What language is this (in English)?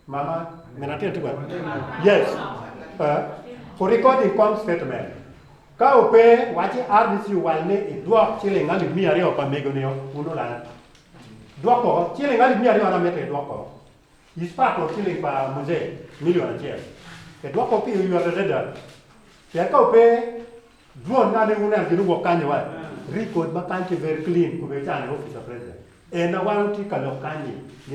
Acoli